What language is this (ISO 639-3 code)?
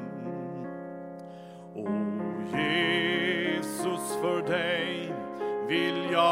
swe